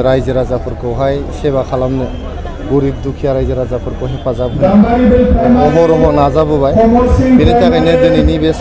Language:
Bodo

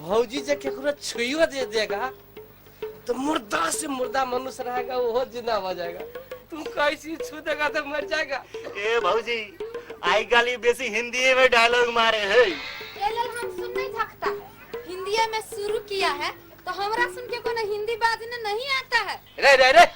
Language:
Maithili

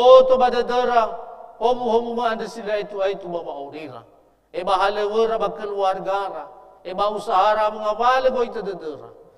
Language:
Nias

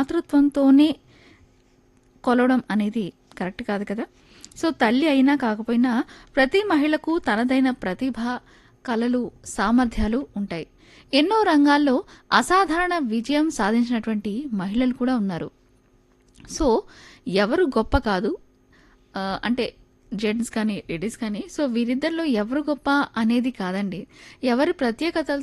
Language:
Telugu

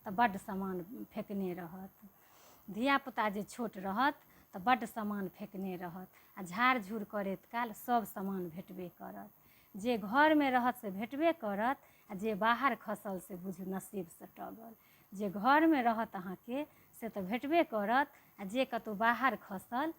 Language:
Maithili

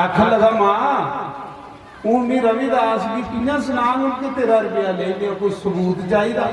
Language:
Dogri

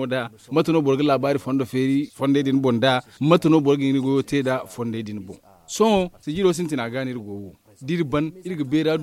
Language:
Zarma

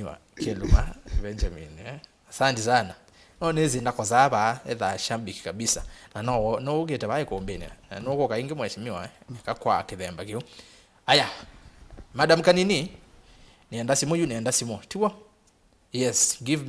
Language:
Kamba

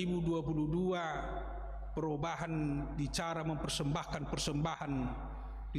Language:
Batak Toba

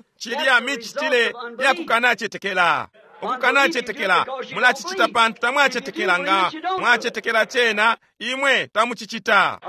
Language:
Bemba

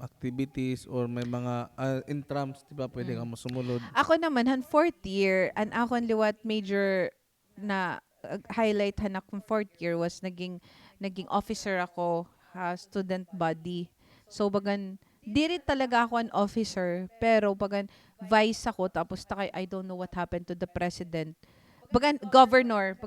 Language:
Waray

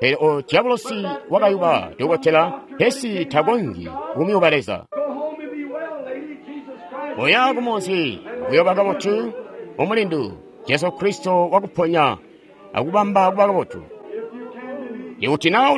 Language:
Tonga (Zambia)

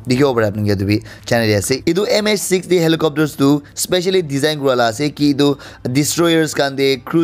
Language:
Naga Pidgin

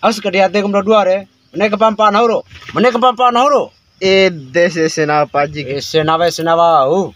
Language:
Bima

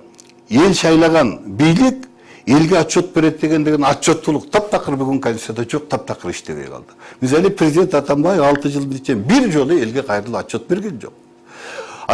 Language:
Kyrgyz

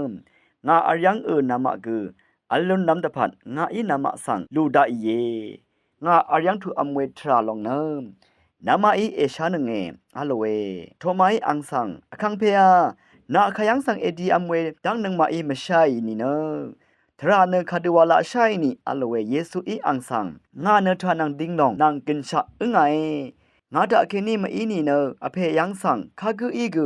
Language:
Rawang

